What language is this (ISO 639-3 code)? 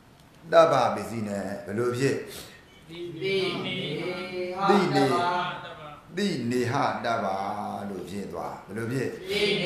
mya